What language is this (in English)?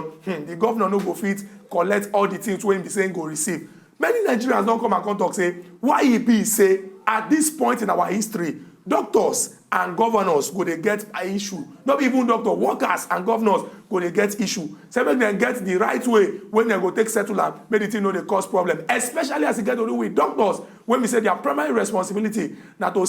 Nigerian Pidgin